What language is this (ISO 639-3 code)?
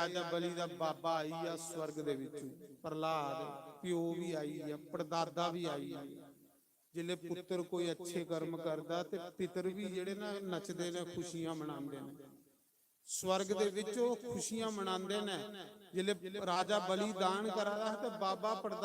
doi